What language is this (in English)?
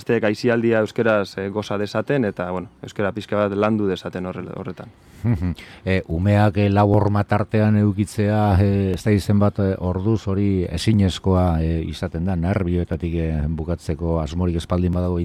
Basque